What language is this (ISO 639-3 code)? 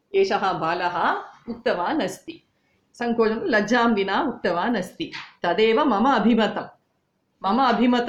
san